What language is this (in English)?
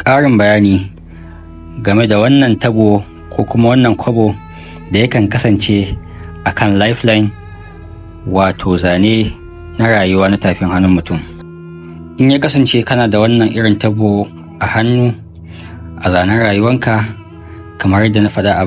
Hausa